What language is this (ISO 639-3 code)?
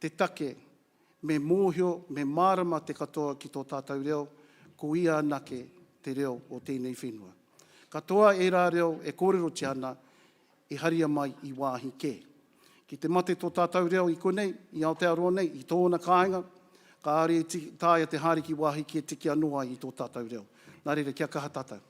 mri